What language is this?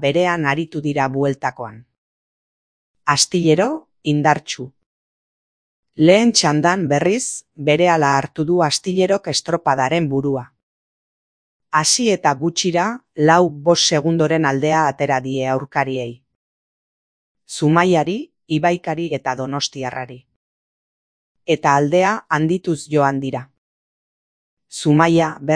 Basque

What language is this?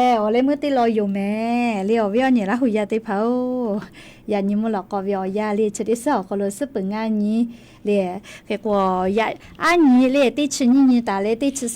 Lahu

